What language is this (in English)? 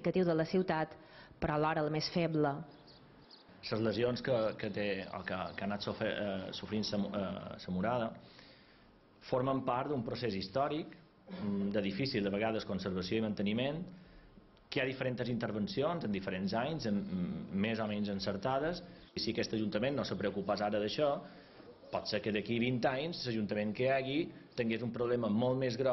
Catalan